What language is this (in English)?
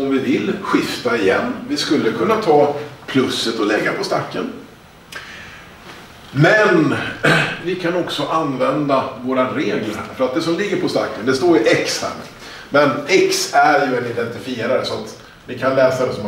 Swedish